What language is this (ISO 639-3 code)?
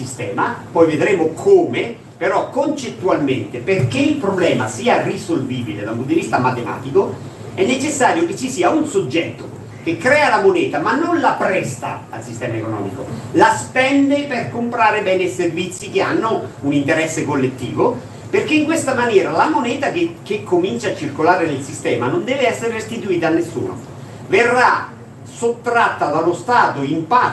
ita